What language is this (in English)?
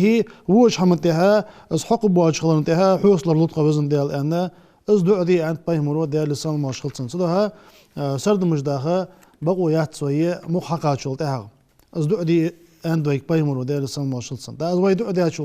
Ingush